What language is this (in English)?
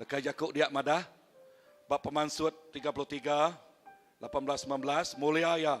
Iban